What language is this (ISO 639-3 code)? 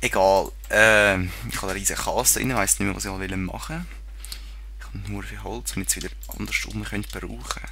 gsw